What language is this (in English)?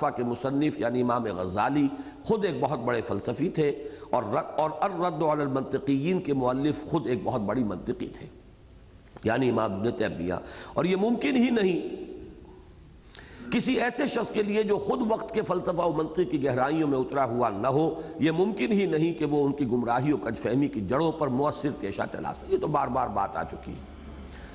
Urdu